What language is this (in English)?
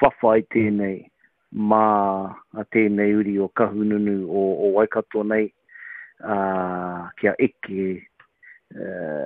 Māori